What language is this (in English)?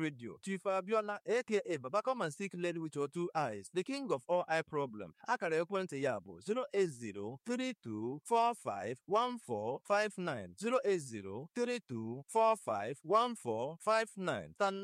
Nigerian Pidgin